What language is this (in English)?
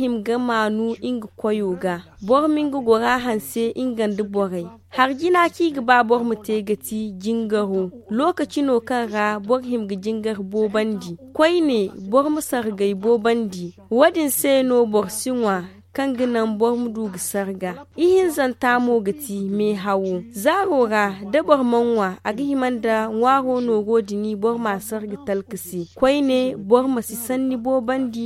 Zarma